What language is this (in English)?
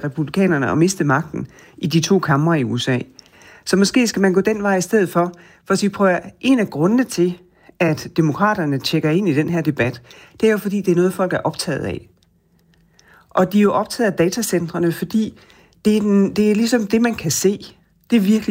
Danish